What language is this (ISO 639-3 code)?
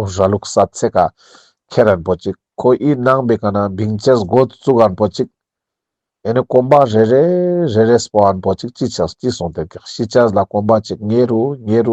lbj